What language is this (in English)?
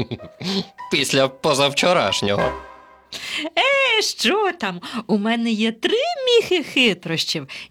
Ukrainian